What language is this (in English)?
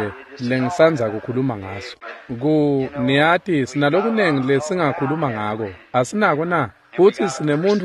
Swati